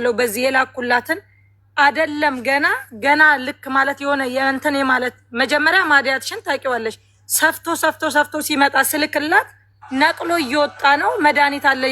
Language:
Amharic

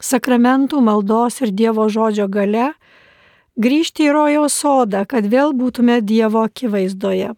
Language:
Lithuanian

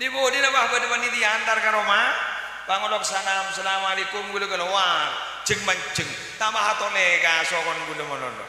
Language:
Madurese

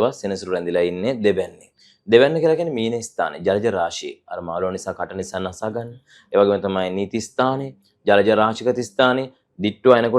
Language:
Sinhala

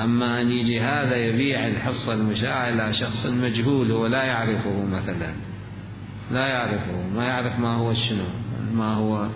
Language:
Mesopotamian Arabic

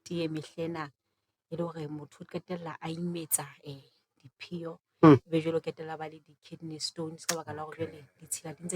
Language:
Southern Sotho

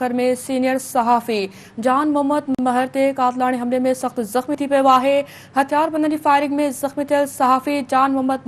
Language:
Sindhi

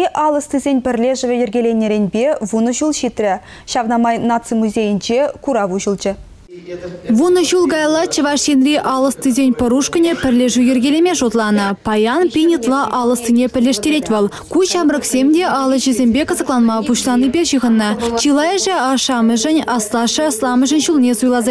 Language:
Chuvash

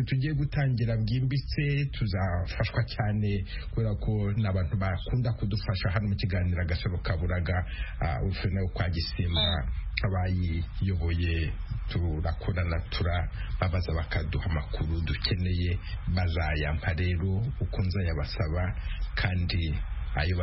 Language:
Kinyarwanda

